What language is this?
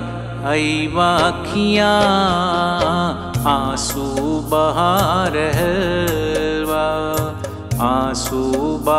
Bhojpuri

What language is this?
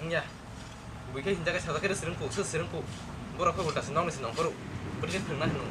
Kok Borok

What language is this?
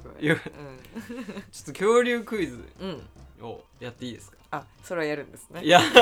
Japanese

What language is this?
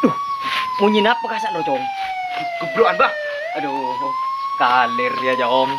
Madurese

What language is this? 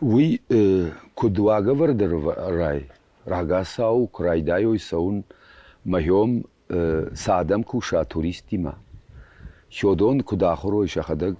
Ossetic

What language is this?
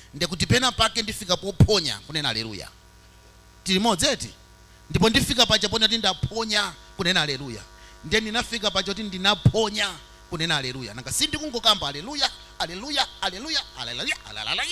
Nyanja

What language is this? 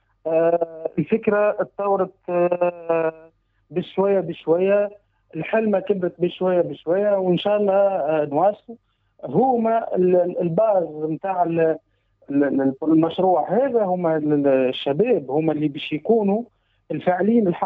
Tunisian Arabic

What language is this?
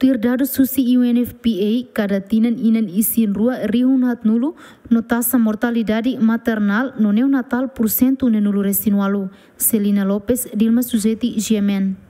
Tetum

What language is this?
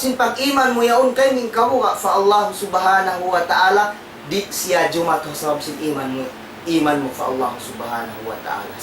Tausug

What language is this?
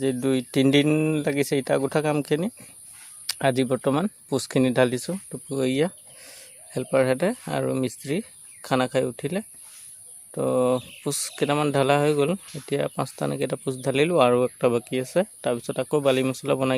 Assamese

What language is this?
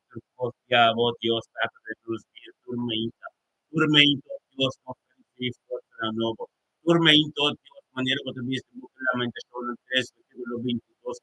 Papiamento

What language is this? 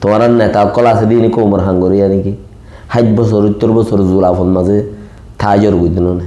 Rohingya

